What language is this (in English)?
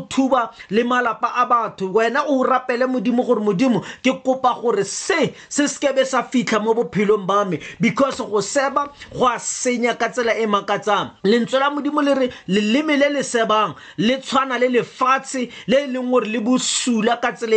Tswana